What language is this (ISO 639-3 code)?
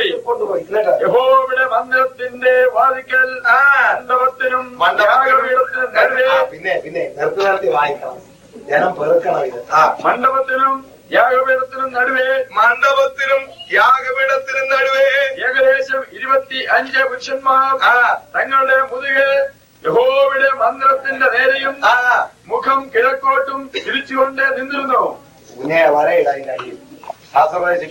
mal